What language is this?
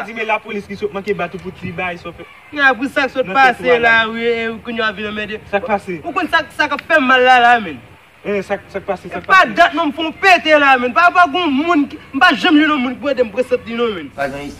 Haitian Creole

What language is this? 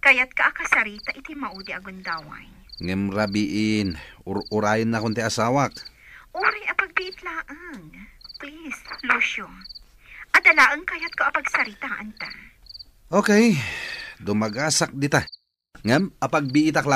Iloko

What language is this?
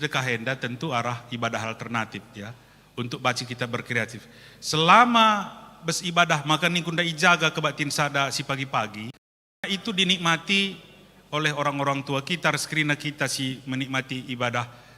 Batak Karo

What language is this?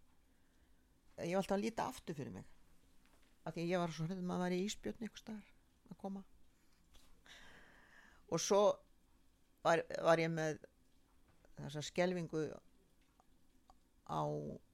Icelandic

